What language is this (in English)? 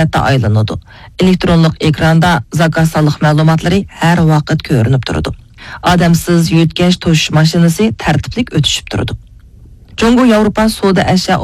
Uyghur